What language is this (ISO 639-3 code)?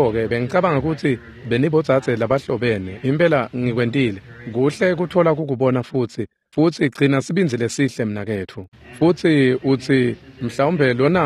ssw